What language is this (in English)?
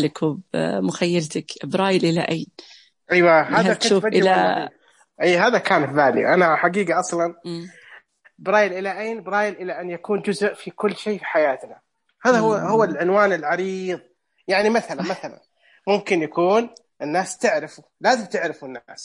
Najdi Arabic